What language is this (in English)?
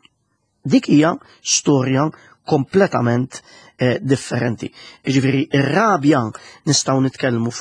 Maltese